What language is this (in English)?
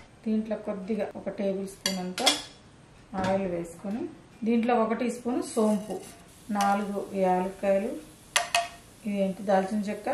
Telugu